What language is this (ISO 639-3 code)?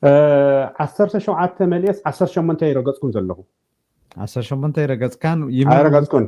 tir